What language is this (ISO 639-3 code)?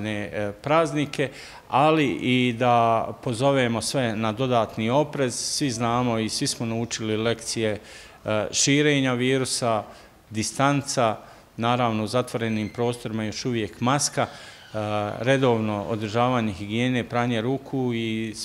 bos